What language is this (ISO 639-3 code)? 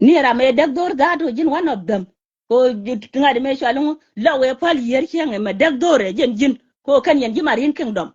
nus